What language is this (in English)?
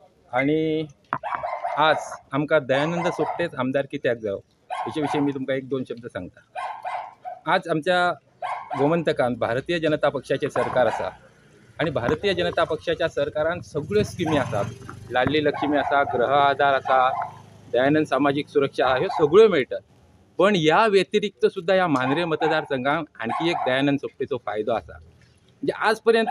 Konkani